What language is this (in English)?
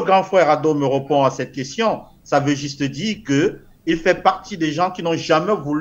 French